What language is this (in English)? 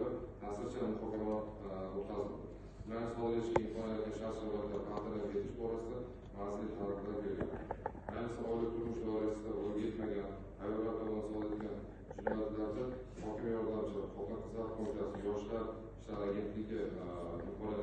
Uzbek